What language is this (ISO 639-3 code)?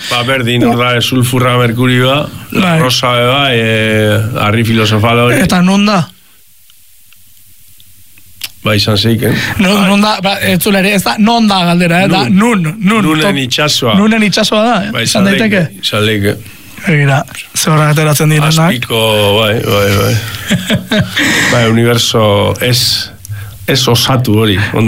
eus